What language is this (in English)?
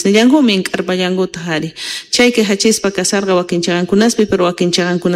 South Bolivian Quechua